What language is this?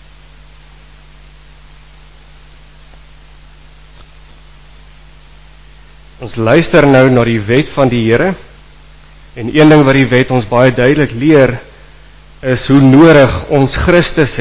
Afrikaans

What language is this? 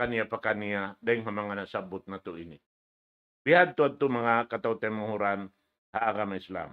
Tausug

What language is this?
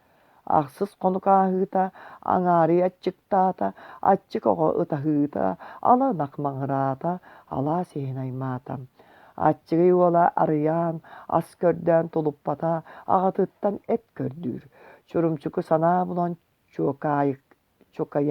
Yakut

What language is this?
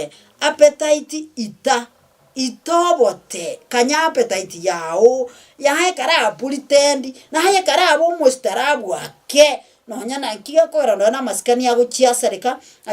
Gusii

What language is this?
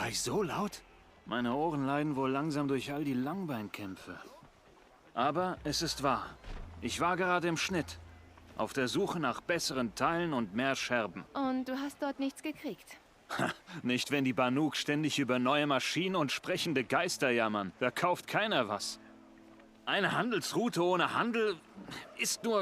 Bavarian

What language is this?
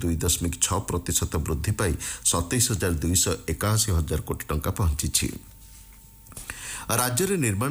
Odia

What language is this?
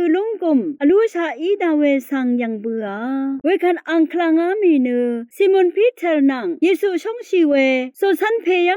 Rawang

